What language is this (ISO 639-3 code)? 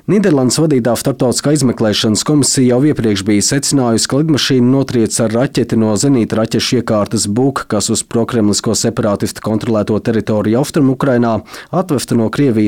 lav